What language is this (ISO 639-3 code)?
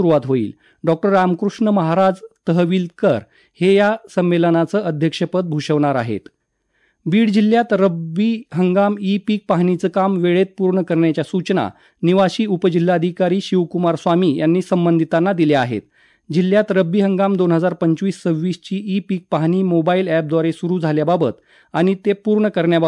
mar